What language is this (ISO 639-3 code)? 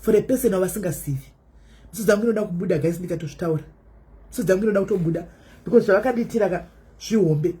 sna